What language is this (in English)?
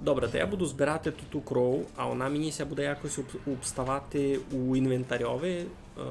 Rusyn